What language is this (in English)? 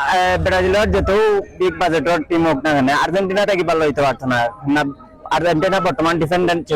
Sylheti